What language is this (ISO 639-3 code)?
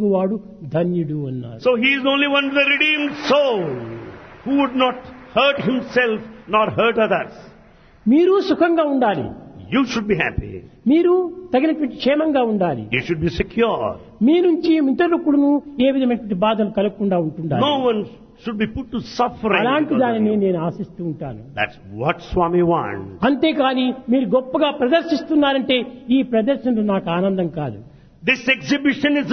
tel